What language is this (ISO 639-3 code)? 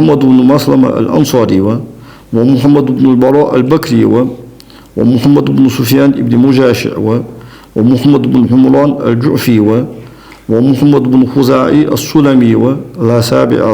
inh